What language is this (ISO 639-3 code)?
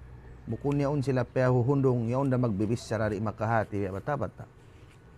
tsg